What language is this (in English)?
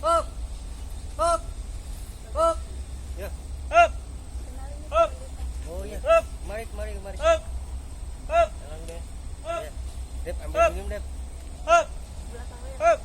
Betawi